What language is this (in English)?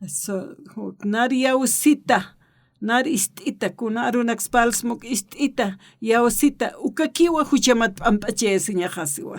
Aymara